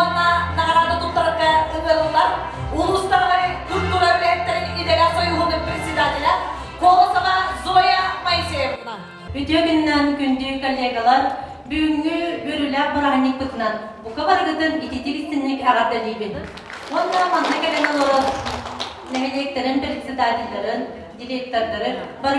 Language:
Yakut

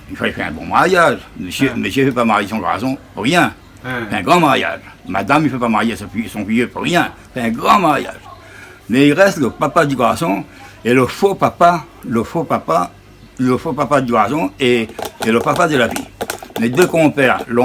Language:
Réunion Creole French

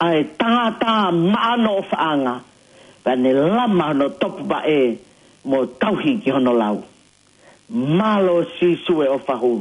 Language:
Tongan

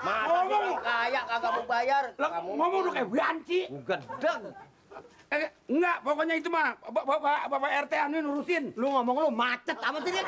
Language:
Betawi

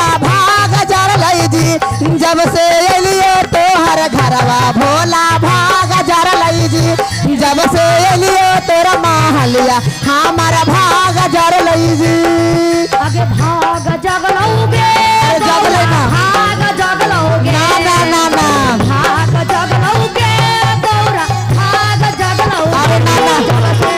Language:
Magahi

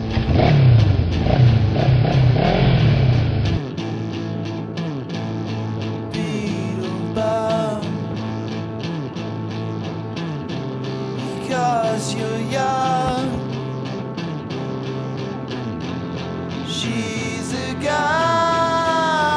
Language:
English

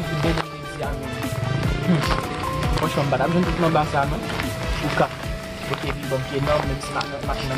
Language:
Haitian Creole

